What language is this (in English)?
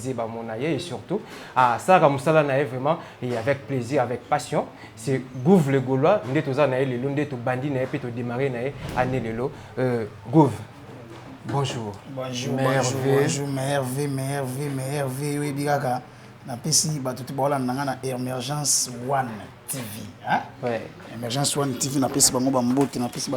Lingala